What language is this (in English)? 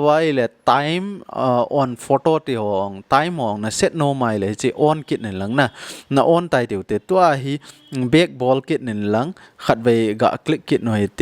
Thado Chin